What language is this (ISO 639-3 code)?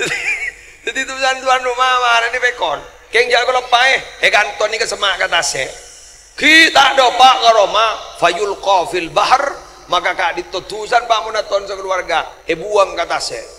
mad